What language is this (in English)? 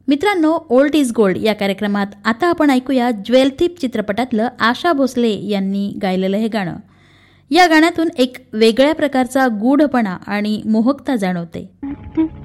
Marathi